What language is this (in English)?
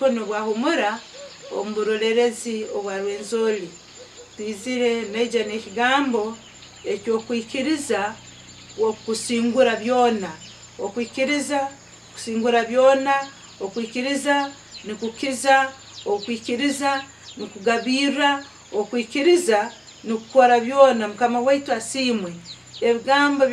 Nyankole